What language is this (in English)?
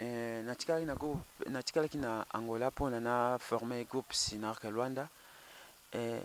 Lingala